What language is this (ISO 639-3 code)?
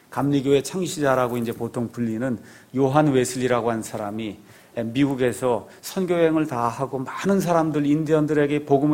kor